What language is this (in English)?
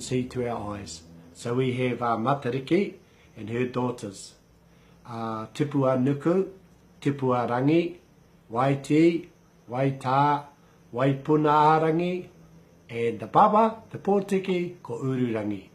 Māori